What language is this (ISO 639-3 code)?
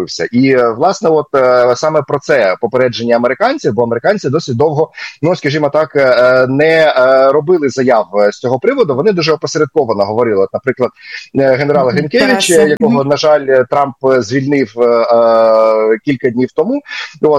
ukr